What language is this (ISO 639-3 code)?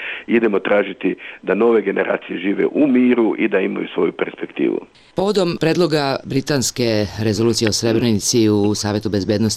srp